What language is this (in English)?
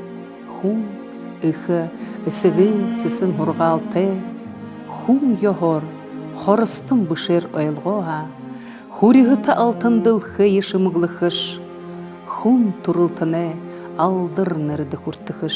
Buriat